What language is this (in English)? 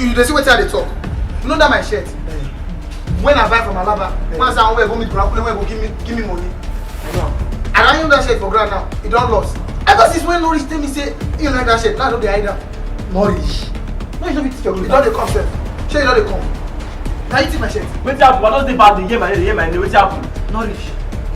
Nigerian Pidgin